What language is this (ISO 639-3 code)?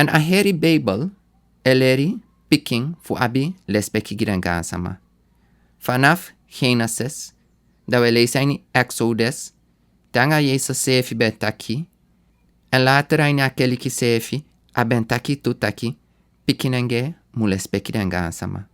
srn